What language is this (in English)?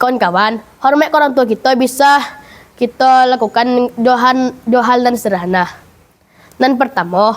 Minangkabau